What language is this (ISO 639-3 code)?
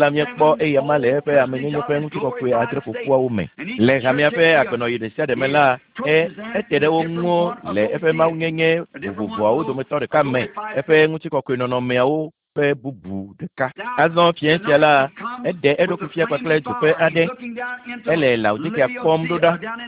ewe